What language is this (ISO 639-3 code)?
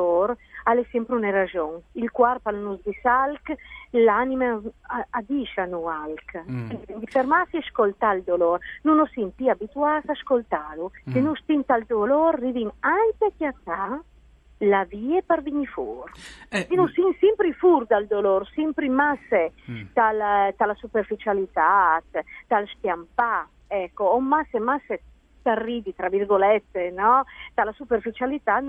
fur